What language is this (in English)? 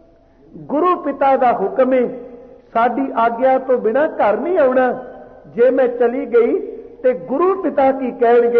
Punjabi